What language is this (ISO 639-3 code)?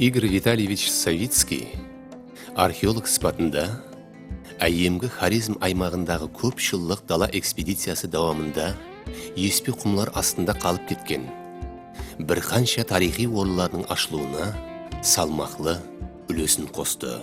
kaa